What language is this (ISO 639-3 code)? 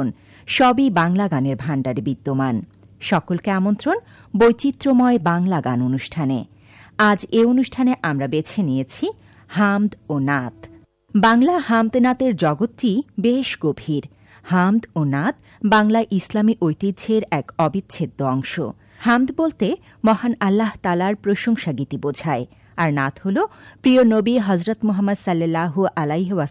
ben